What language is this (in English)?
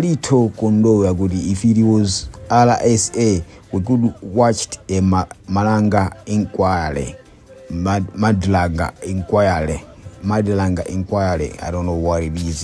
Nyanja